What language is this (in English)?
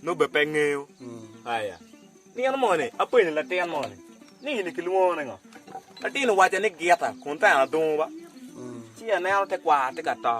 Acoli